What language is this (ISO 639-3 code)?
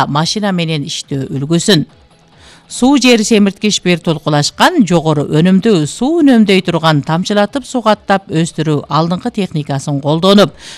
kir